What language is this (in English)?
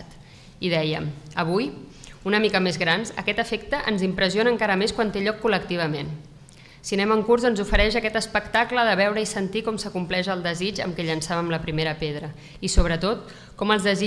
Catalan